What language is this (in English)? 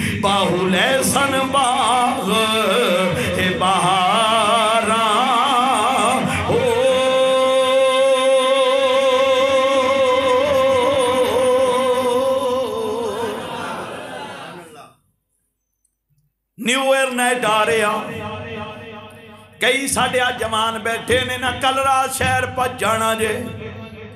Western Panjabi